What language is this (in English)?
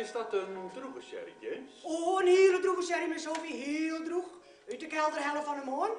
Western Frisian